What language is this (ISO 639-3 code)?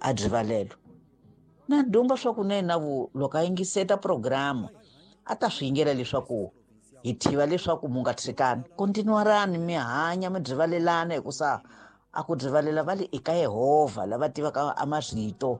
tso